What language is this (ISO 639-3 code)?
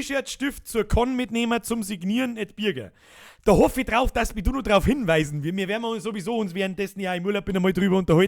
bar